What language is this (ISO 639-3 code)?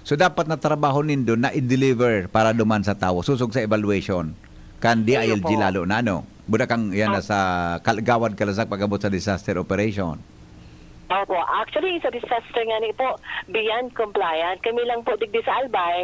bik